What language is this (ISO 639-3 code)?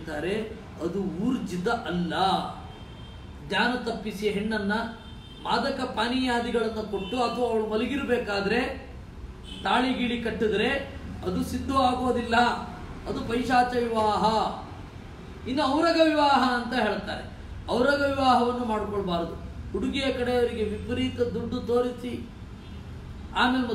kan